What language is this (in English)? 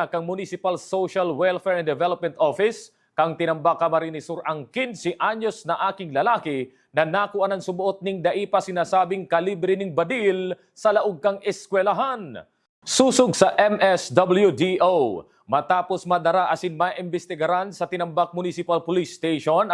Bikol